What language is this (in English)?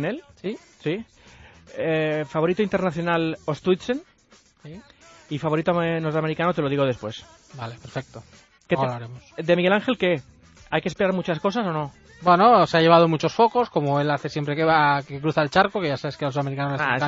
Spanish